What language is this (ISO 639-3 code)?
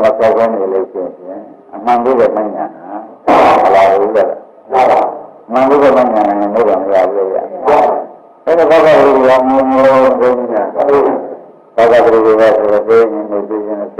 mya